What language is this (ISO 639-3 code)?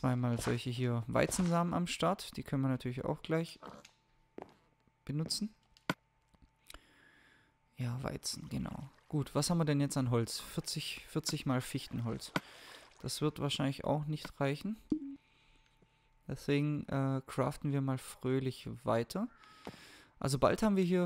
deu